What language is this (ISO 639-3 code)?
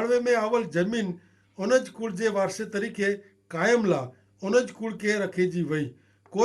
kfr